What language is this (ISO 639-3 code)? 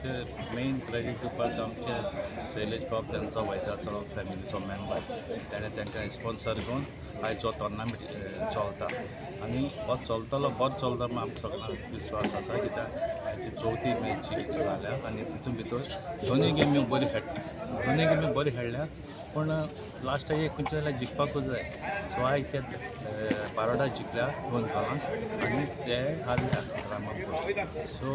kok